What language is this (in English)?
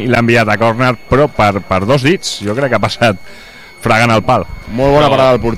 Catalan